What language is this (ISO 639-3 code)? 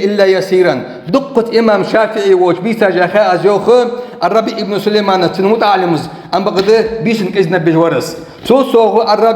inh